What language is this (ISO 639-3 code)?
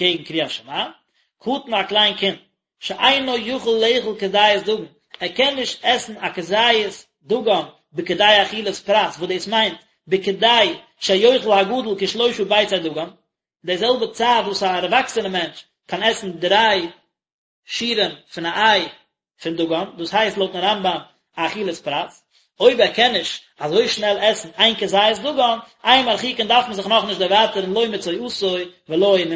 yid